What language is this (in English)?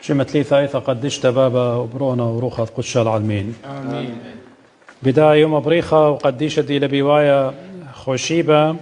Assyrian Neo-Aramaic